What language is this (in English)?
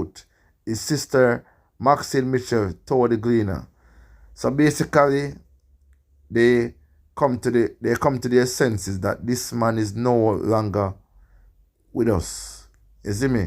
Jamaican Creole English